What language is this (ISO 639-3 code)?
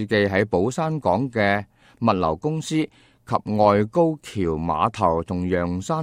yue